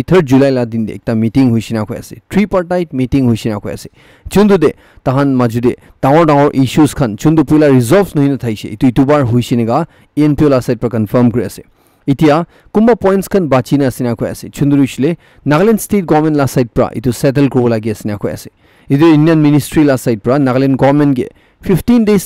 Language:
Naga Pidgin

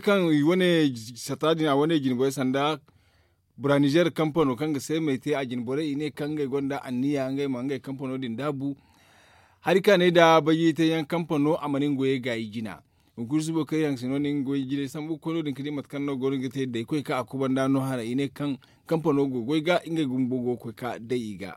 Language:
Zarma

